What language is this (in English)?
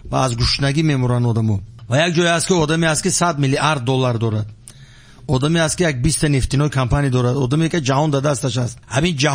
Tajik